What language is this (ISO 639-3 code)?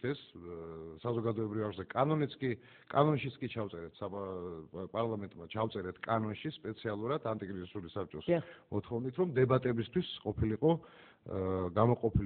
kat